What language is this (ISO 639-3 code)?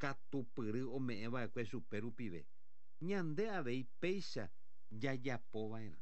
grn